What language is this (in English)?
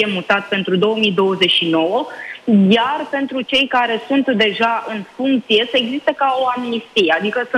Romanian